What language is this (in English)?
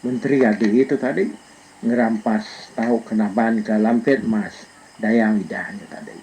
Iban